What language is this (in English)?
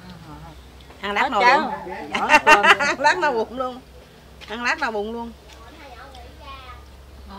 Vietnamese